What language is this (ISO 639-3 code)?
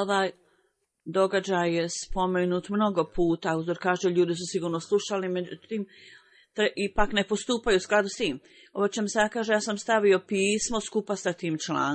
bos